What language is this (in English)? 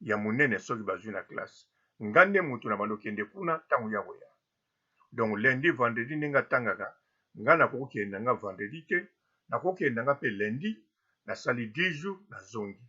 Lingala